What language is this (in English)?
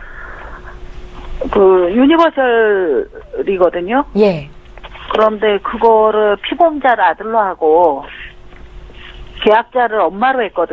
Korean